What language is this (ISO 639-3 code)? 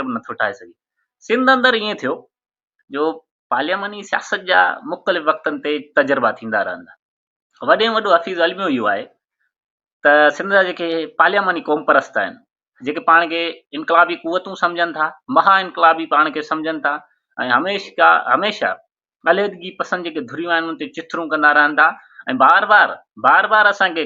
snd